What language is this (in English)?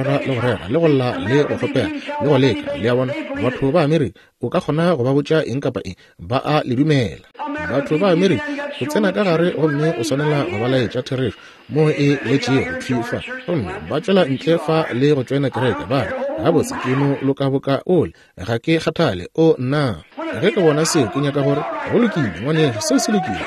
Northern Sotho